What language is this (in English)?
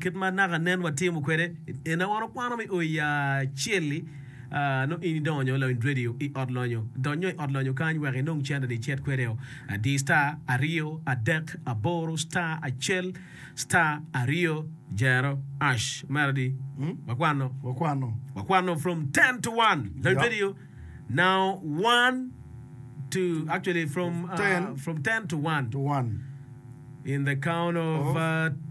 Acoli